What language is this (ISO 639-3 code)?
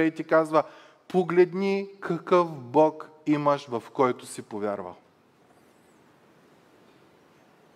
bul